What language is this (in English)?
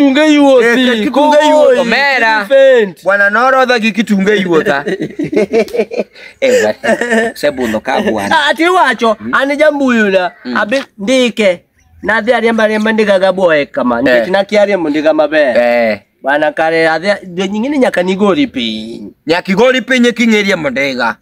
Luo (Kenya and Tanzania)